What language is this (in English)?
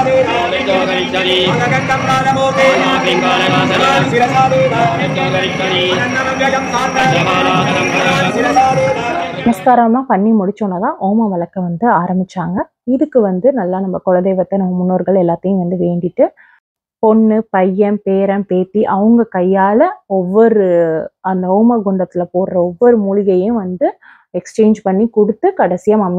Tamil